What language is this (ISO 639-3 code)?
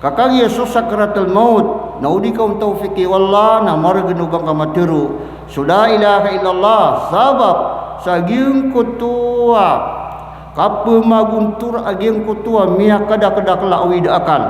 mrw